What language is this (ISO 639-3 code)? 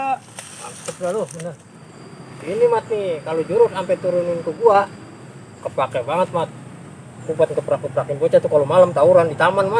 bew